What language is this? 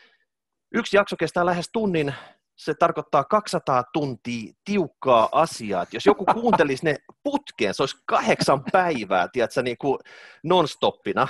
Finnish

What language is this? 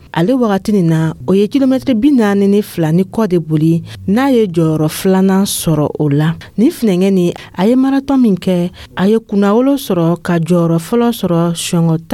Dyula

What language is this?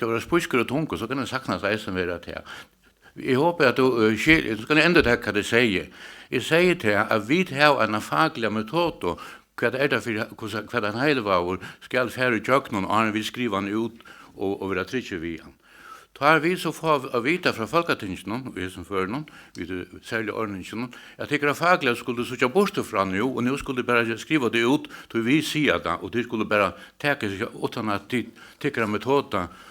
Faroese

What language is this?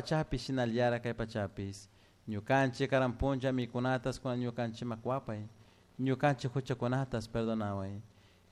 Chimborazo Highland Quichua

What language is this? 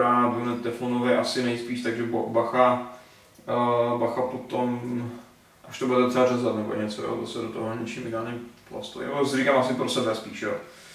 Czech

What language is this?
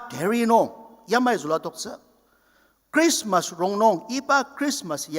Ao Naga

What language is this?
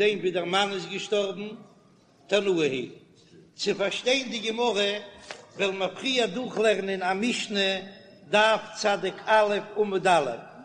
Yiddish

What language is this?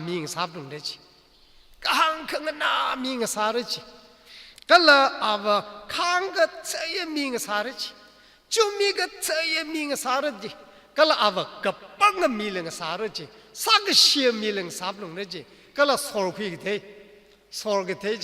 Tangkhul Naga (India)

